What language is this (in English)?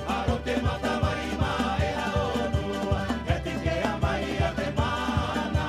Rapanui